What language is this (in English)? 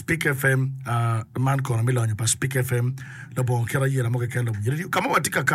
Acoli